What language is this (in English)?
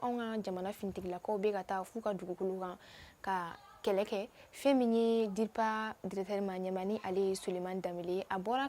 Bambara